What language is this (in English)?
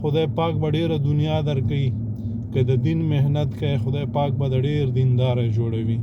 Pashto